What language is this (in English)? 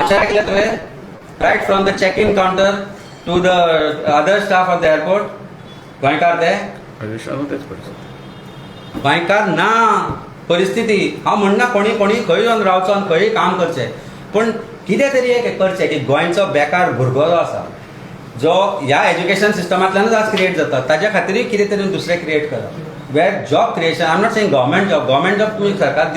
Konkani